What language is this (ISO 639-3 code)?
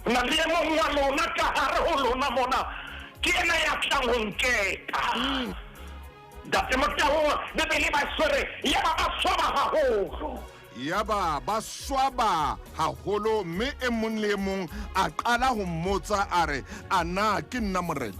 sot